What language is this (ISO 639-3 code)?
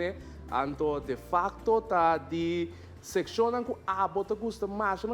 pap